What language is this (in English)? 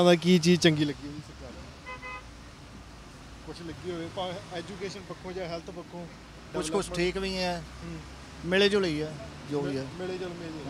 Punjabi